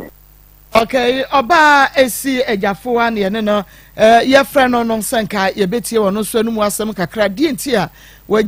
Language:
Akan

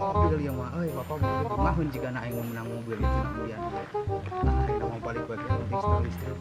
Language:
Sundanese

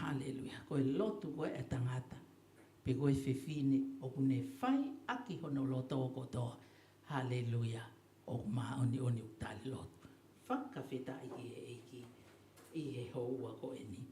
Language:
Tongan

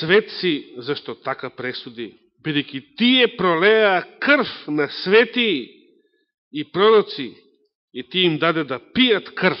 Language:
Macedonian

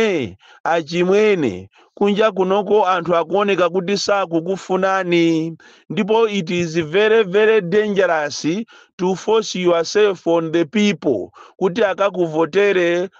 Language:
Nyanja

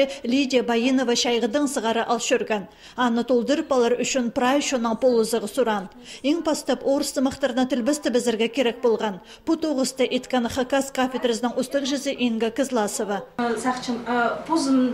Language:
Khakas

